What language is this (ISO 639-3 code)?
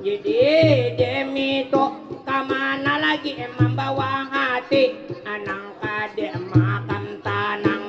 bjn